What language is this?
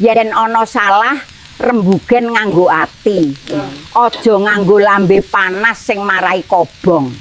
Javanese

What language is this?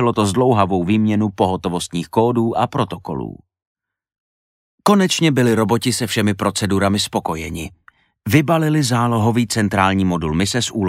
Czech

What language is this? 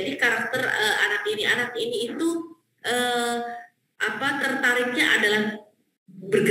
Indonesian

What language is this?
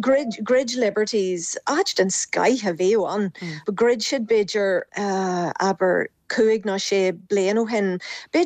Irish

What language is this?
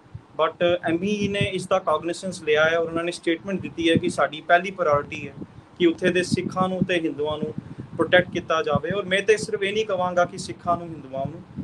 Punjabi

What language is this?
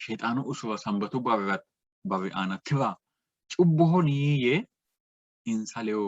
Sidamo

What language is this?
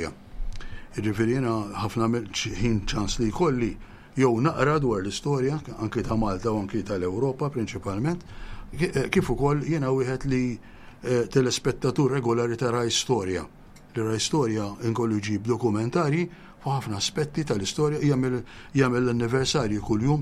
Maltese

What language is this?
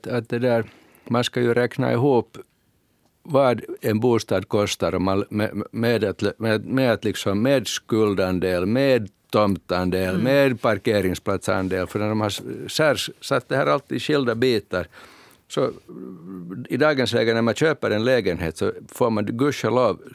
Swedish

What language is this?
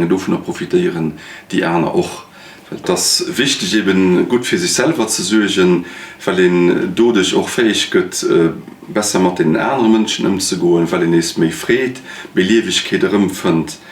Luxembourgish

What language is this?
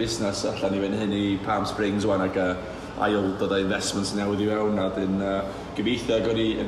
Welsh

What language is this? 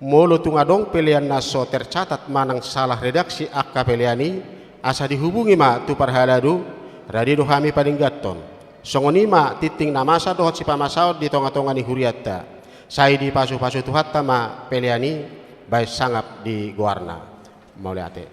Batak Toba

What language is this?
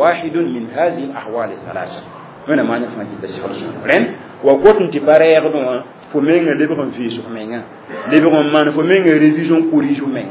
Mossi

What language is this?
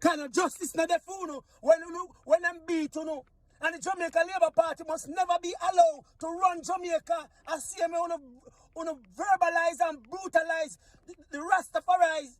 Jamaican Creole English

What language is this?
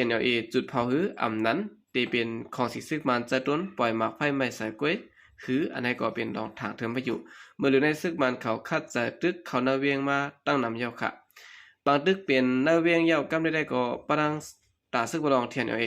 Shan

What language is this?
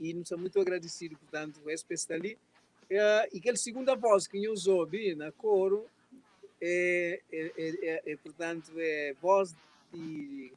Kabuverdianu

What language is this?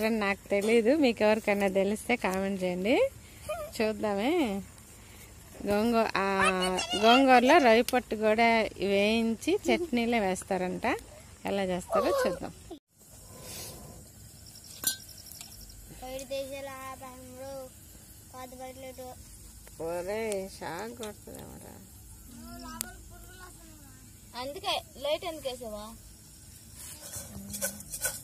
Telugu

